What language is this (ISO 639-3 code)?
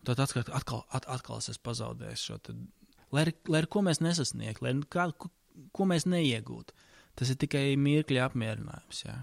lav